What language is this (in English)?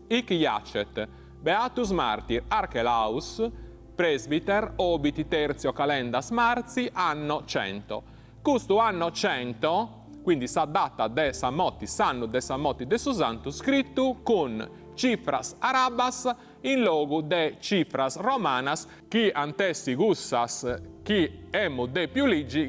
Sardinian